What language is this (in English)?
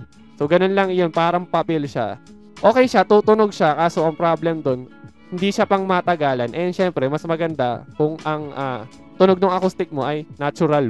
Filipino